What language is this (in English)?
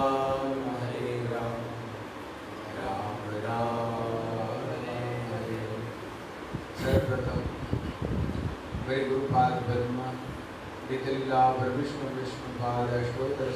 Hindi